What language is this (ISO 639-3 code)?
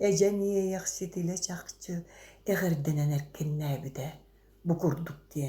sah